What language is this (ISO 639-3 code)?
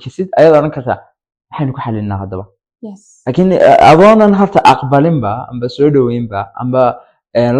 som